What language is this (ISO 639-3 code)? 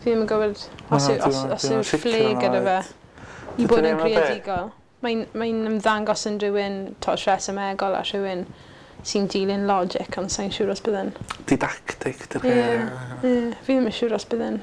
cym